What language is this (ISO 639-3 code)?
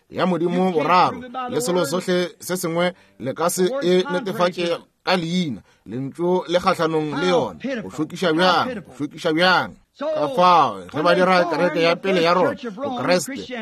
nso